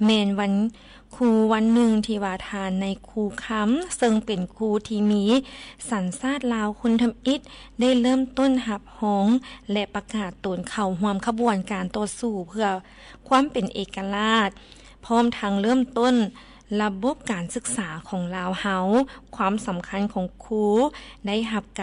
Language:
Lao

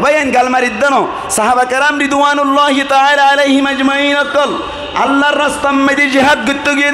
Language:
Rohingya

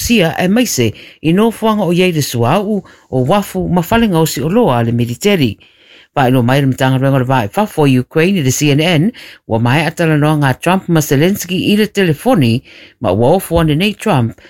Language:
Samoan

